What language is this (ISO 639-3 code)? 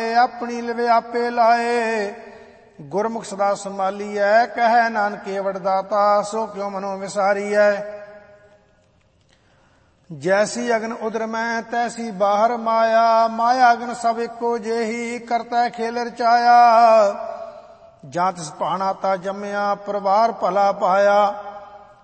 pan